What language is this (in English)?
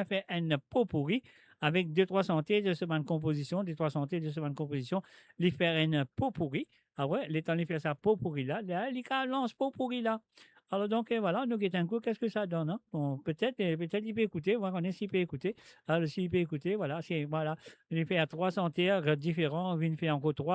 Morisyen